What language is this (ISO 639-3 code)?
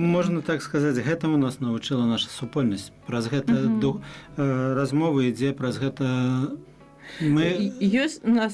bel